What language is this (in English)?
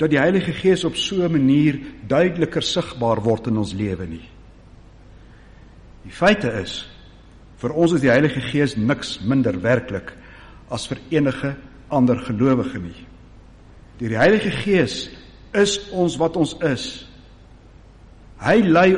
Afrikaans